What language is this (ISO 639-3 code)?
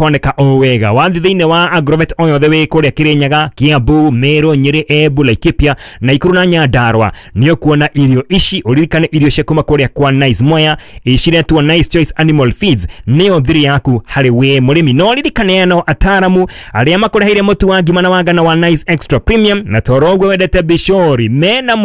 kik